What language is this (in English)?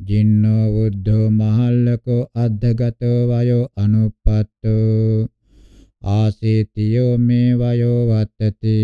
Pali